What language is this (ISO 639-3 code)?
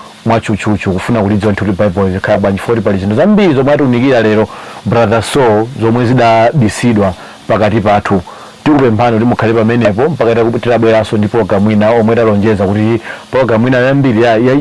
nya